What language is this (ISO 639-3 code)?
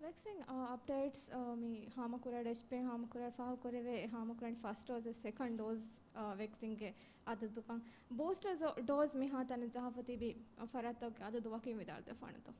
div